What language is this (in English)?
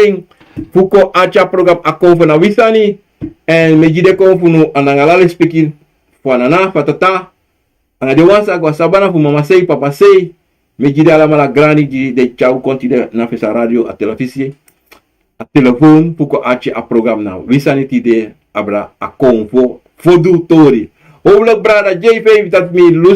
Sranan Tongo